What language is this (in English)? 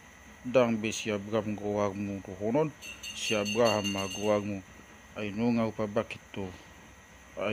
Batak Toba